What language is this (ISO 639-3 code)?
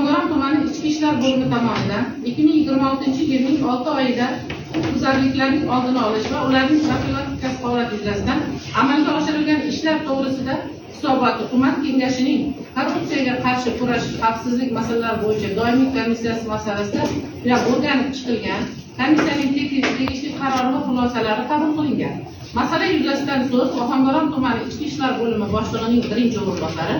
uzb